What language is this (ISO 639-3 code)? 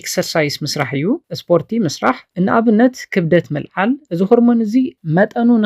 tir